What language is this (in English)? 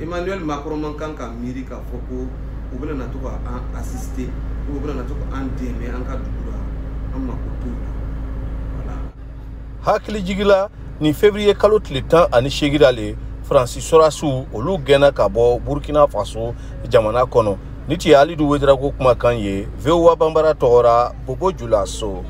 Bambara